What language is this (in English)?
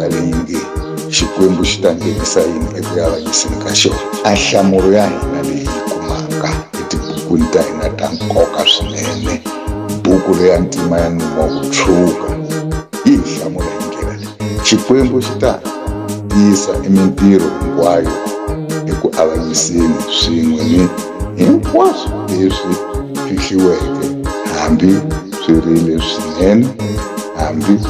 Tsonga